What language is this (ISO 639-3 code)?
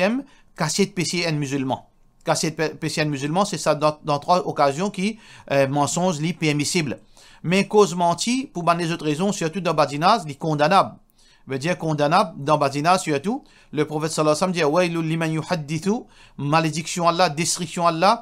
mfe